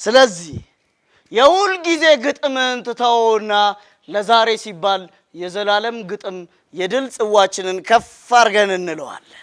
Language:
Amharic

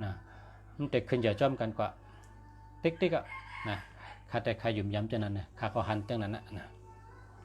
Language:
Shan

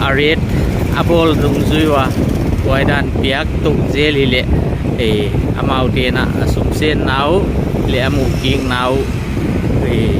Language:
Paite Chin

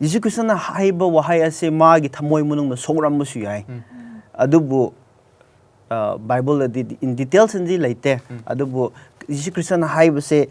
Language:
Manipuri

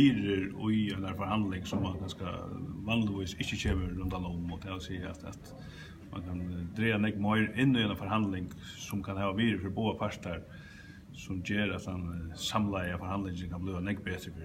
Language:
Faroese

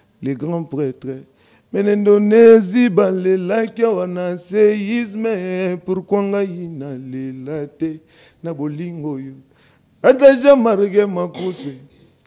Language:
Lingala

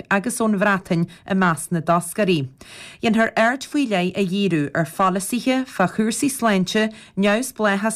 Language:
Irish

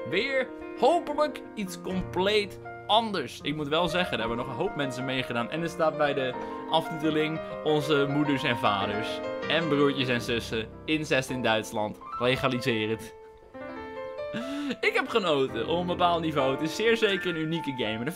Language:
Dutch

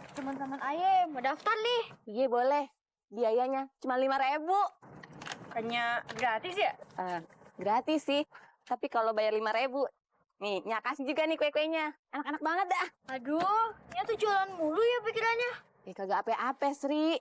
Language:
Betawi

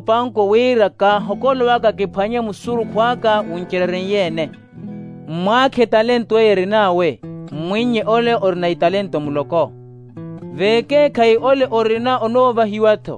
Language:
Makhuwa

